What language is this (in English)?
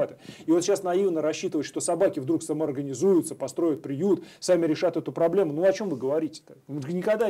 Russian